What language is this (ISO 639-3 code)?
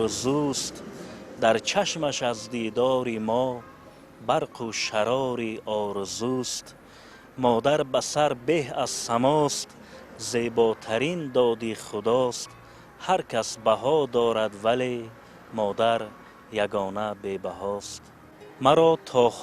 tgk